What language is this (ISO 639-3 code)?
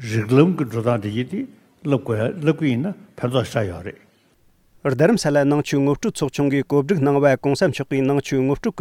bod